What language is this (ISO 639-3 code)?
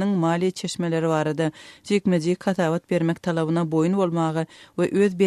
tuk